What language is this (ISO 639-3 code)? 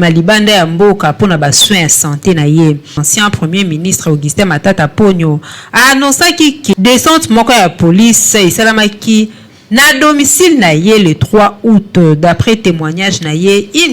lin